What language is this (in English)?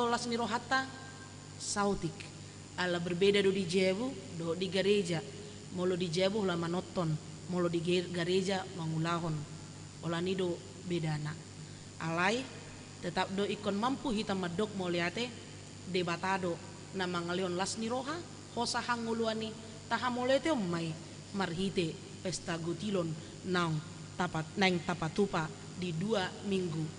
Batak Toba